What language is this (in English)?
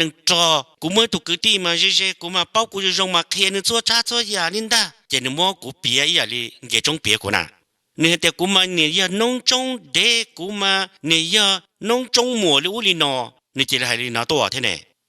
Hmong